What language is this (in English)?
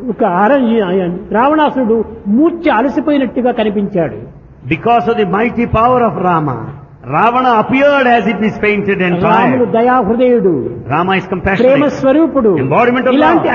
Telugu